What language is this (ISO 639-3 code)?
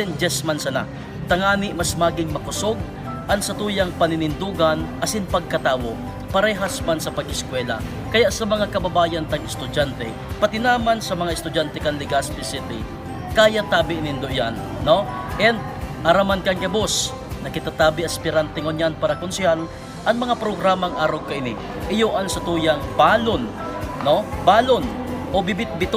bik